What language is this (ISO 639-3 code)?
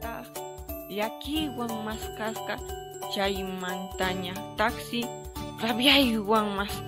que